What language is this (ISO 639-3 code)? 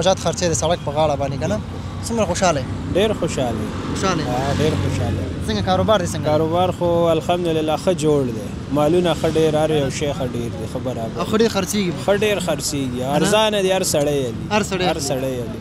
pus